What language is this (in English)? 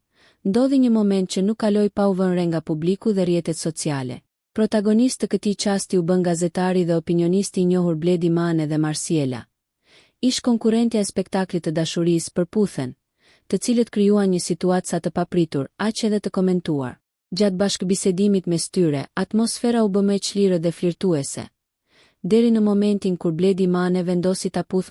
Albanian